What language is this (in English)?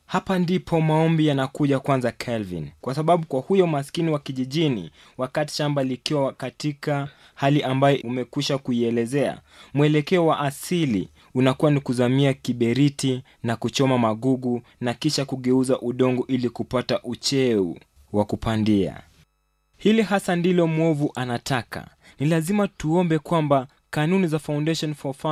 Swahili